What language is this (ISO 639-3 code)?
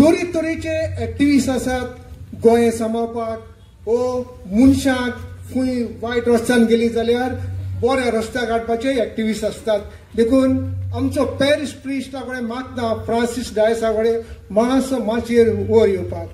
kok